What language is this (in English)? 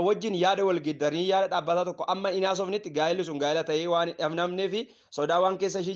Oromo